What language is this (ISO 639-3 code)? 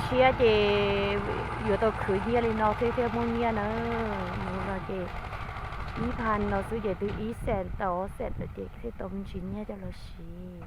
hmn